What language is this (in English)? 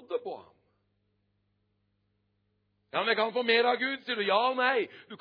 Norwegian